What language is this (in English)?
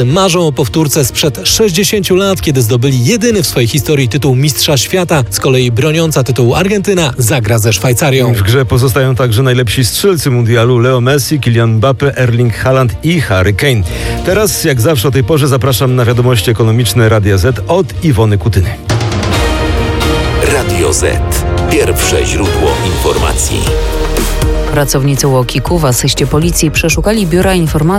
Polish